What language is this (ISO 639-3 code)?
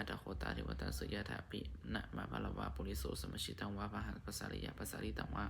pli